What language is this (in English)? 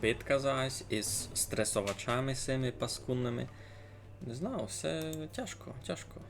Rusyn